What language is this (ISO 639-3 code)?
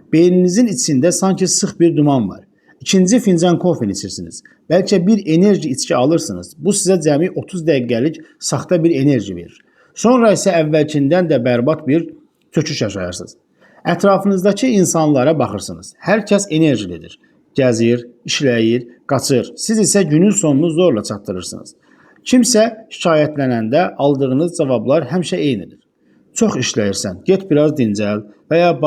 aze